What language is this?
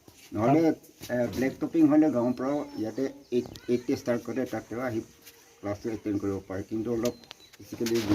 Karbi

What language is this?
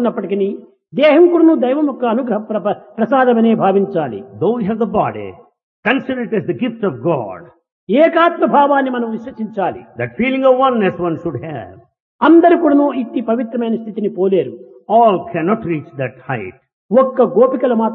Telugu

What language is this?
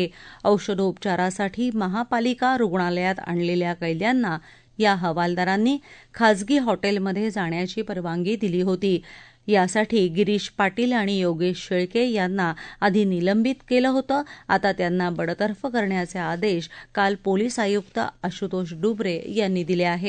Marathi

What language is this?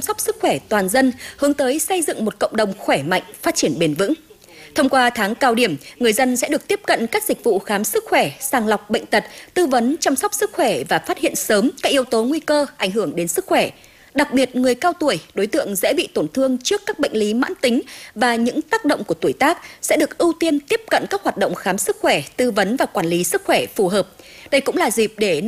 Vietnamese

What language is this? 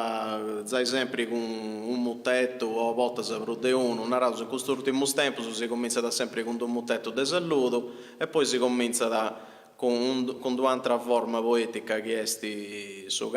Sardinian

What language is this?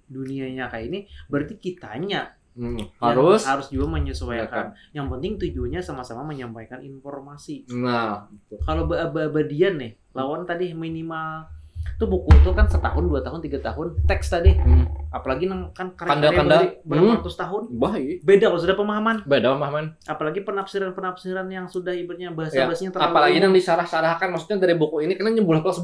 Banjar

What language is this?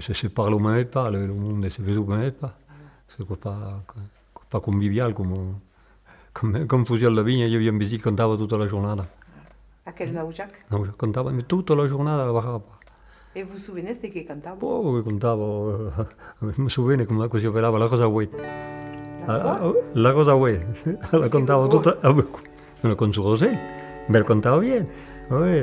Occitan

